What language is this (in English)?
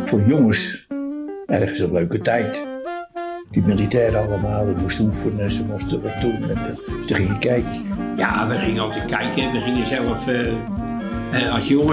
Dutch